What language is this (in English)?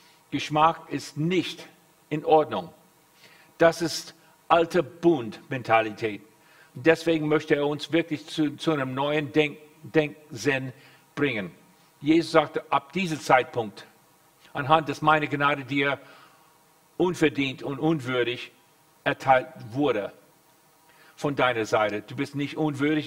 German